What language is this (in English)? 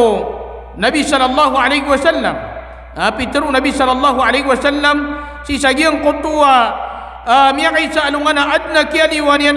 Maranao